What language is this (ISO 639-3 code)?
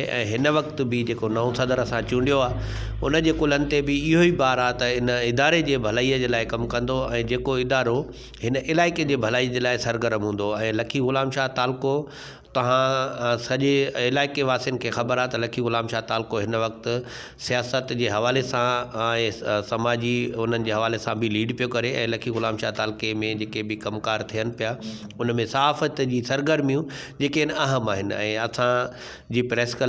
snd